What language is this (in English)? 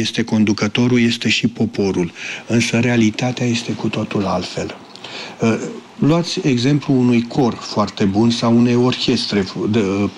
Romanian